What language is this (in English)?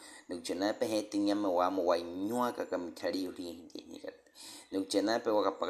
Baniwa